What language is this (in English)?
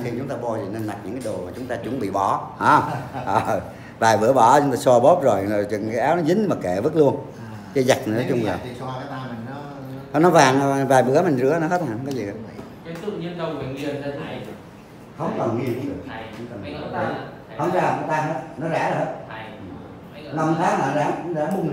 Vietnamese